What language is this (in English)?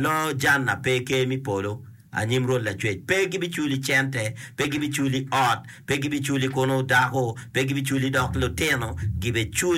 Acoli